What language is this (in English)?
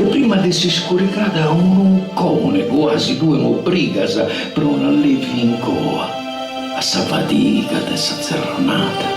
Sardinian